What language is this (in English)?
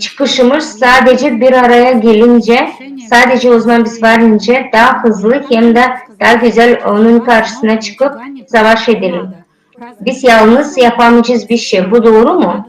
Gagauz